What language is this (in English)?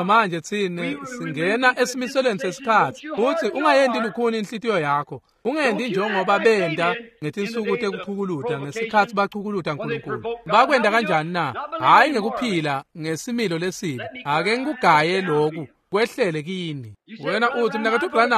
Swati